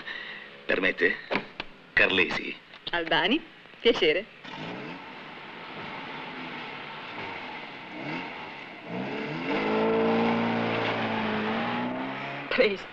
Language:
Italian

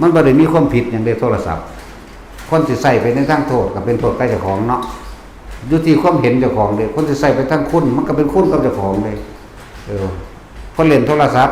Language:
Lao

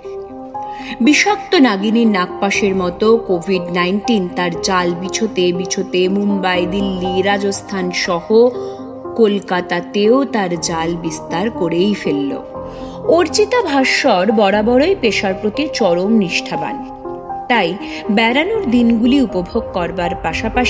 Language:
Bangla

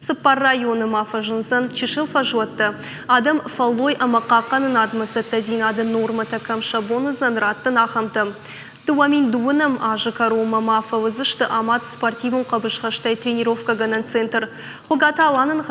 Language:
Ossetic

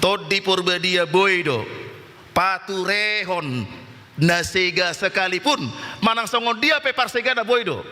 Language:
Batak Toba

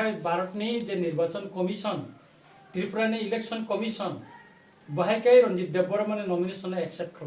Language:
Kok Borok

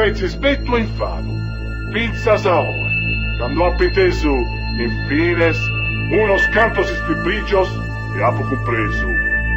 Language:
Sardinian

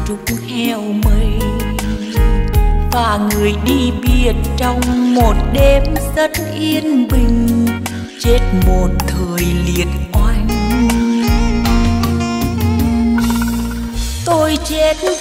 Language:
Vietnamese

